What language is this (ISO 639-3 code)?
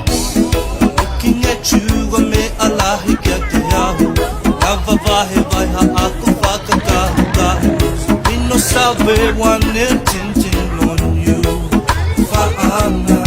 ton